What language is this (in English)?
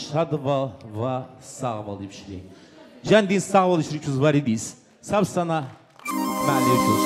Tabassaran